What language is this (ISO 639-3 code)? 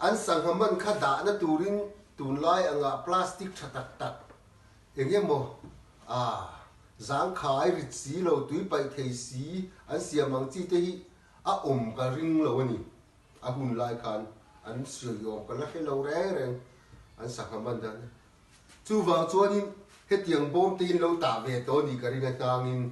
lus